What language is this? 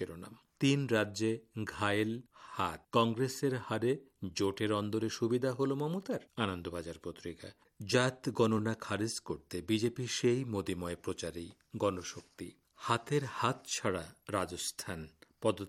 Bangla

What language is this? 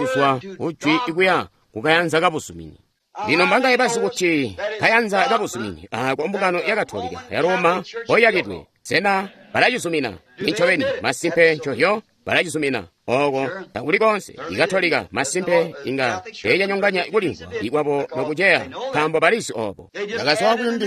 Tonga (Zambia)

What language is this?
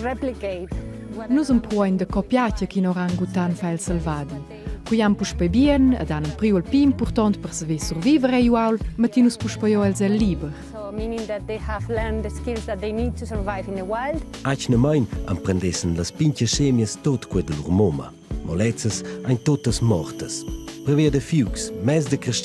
Romansh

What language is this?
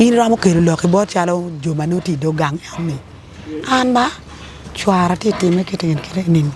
Acoli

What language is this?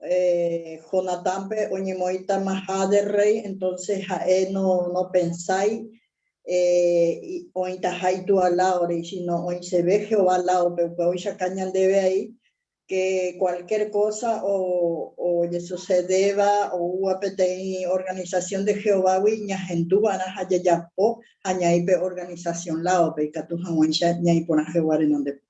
Guarani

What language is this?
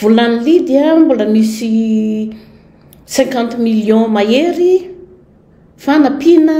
Malagasy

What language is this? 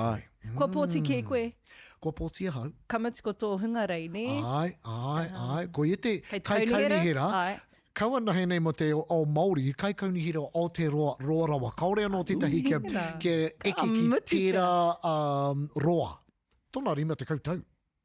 Māori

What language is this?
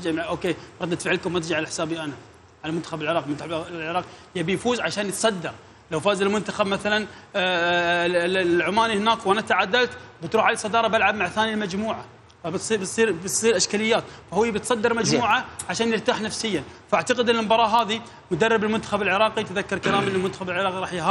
Mesopotamian Arabic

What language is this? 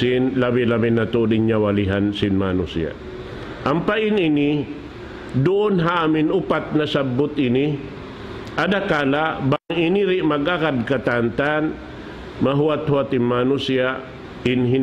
Tausug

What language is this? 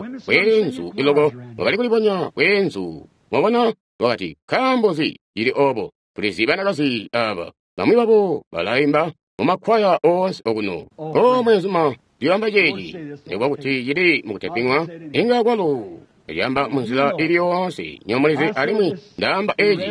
Tonga (Zambia)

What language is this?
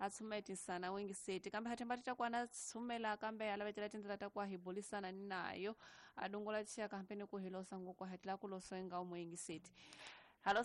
Tsonga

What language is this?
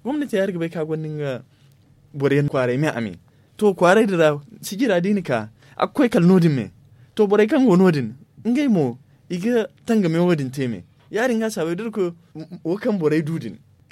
Zarma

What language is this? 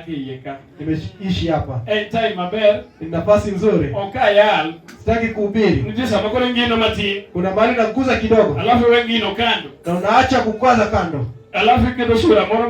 Luo (Kenya and Tanzania)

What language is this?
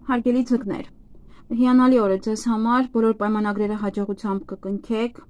Armenian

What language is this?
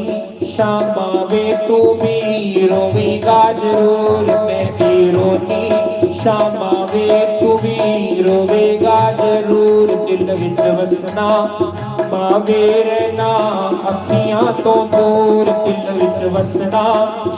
Dogri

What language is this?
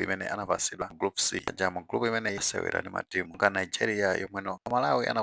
Nyanja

